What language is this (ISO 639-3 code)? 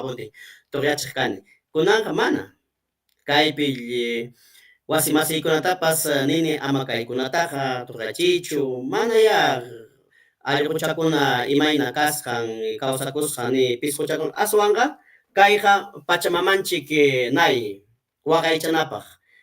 quy